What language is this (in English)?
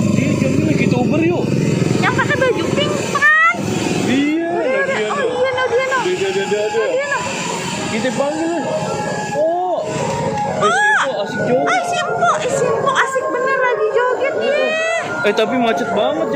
Betawi